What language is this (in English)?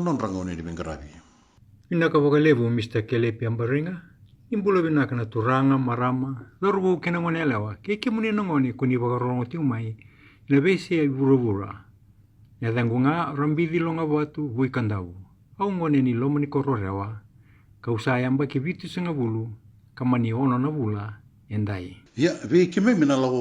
Fijian